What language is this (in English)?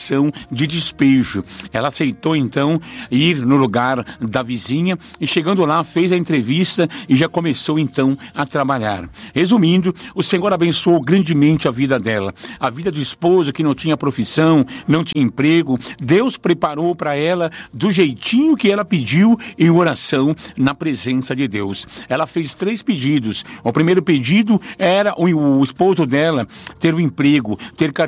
Portuguese